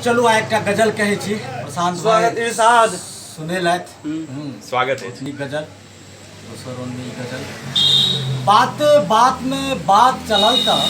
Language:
Maithili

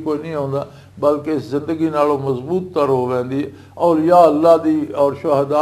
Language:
Western Panjabi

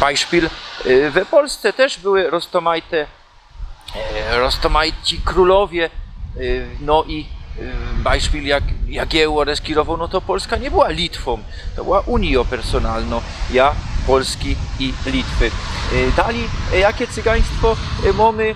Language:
Silesian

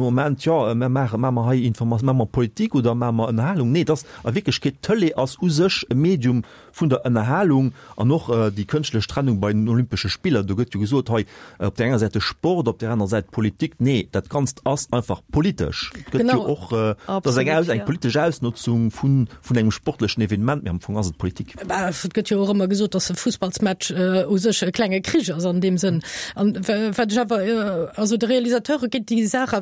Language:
Luxembourgish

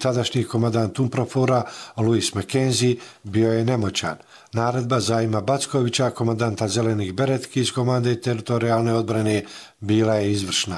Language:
Bosnian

